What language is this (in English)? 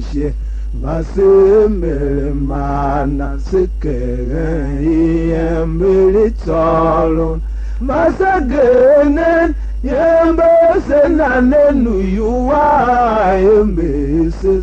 Tiv